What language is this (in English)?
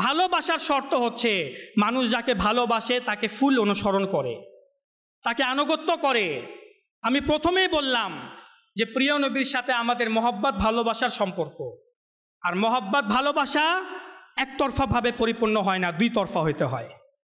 Bangla